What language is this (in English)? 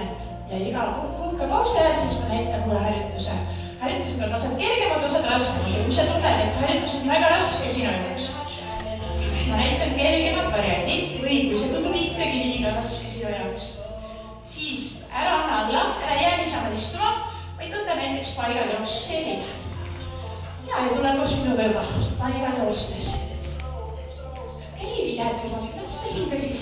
Estonian